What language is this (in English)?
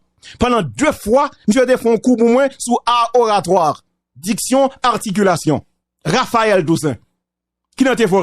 Haitian Creole